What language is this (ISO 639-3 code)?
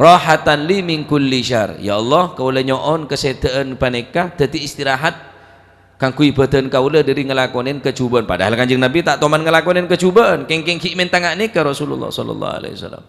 mad